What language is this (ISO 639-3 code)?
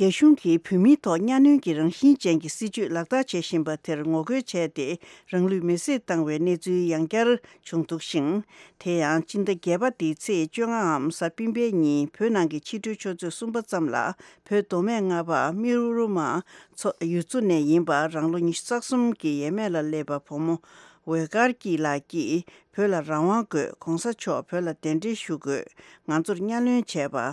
bod